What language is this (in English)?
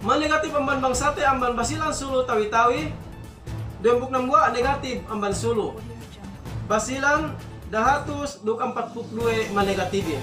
Yakan